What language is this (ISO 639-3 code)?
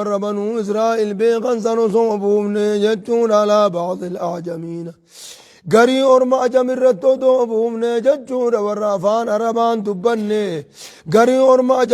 orm